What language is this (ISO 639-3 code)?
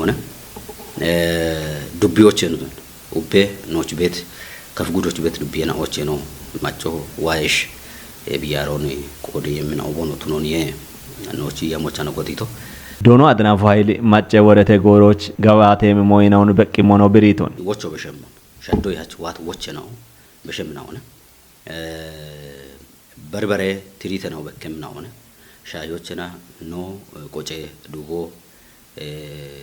kbr